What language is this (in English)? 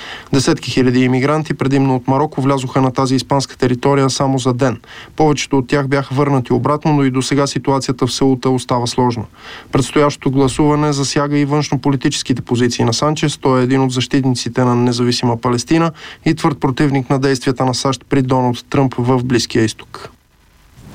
Bulgarian